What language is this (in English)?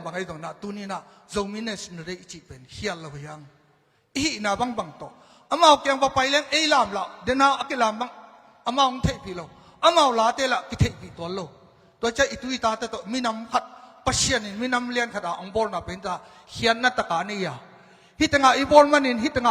Tedim Chin